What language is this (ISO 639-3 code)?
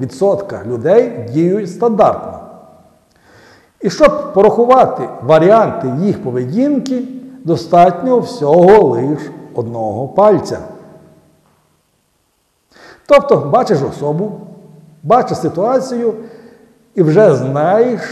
ukr